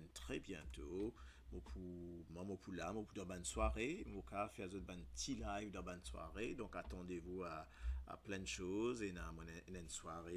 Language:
Morisyen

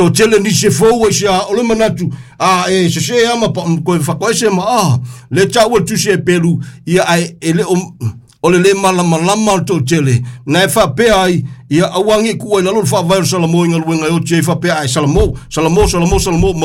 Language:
Samoan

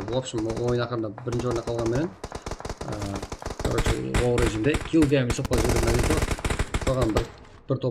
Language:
Kara-Kalpak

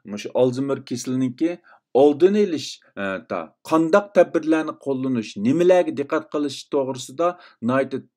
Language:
Uyghur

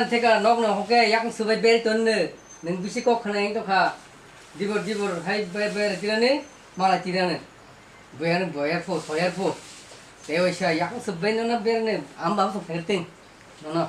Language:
Kok Borok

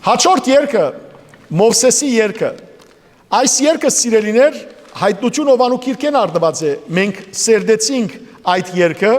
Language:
Western Armenian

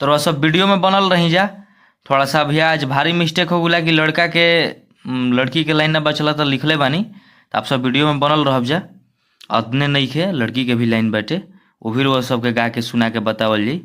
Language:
Bhojpuri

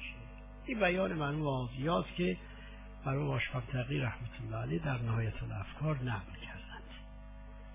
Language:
Persian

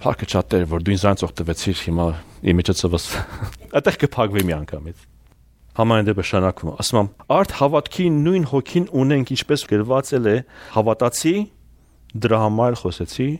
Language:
Armenian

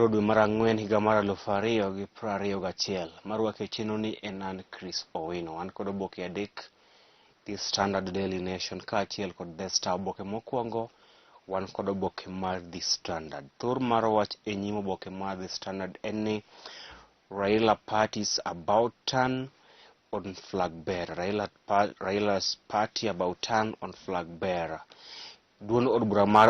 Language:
Luo (Kenya and Tanzania)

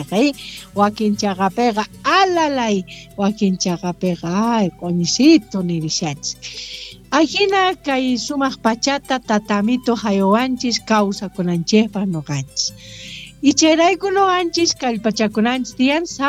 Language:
South Bolivian Quechua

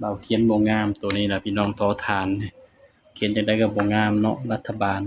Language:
Northeastern Thai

